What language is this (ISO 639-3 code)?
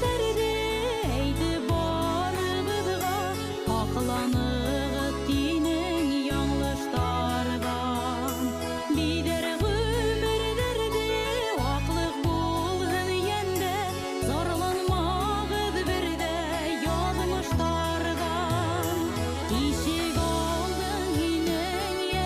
bak